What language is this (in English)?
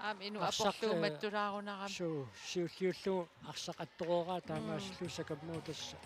Kalaallisut